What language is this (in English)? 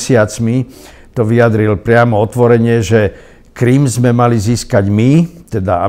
Slovak